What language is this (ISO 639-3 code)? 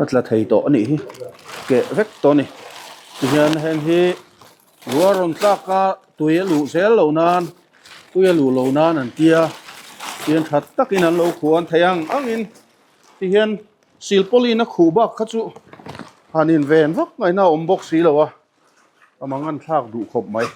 lus